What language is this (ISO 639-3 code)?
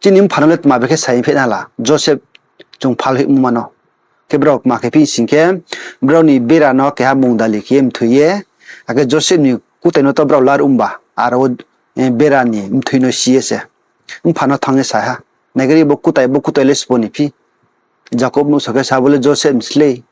ria